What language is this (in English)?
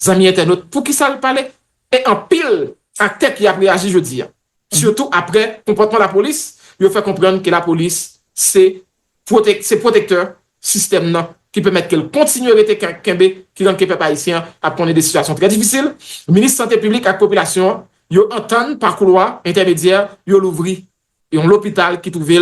Haitian Creole